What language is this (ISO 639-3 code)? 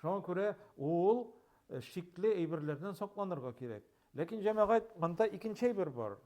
tat